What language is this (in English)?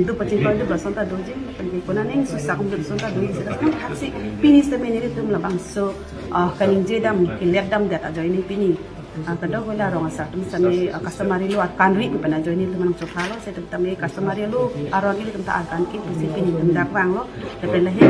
Karbi